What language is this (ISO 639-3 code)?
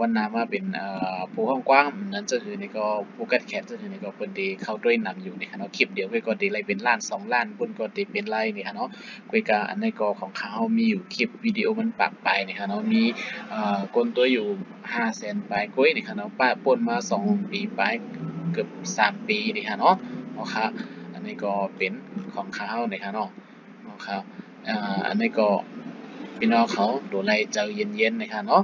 shn